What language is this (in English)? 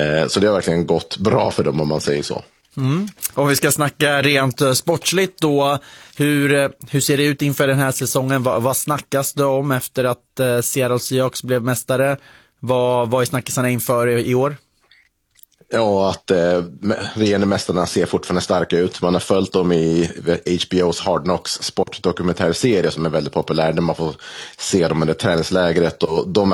Swedish